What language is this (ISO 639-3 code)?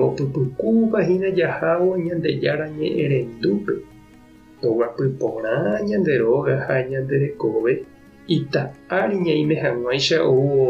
grn